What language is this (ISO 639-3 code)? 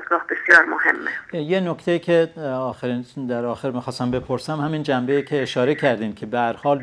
fas